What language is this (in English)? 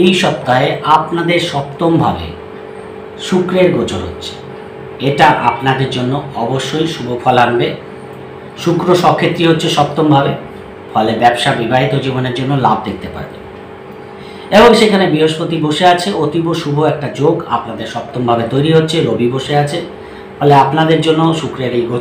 Bangla